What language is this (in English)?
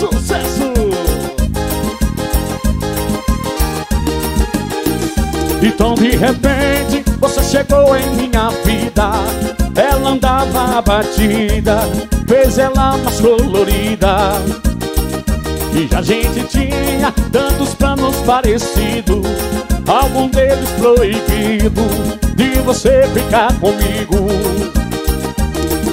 Portuguese